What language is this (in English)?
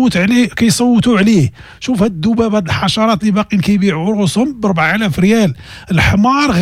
Moroccan Arabic